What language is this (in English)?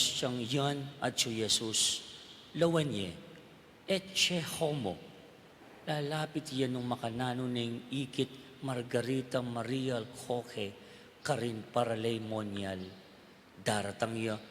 Pampanga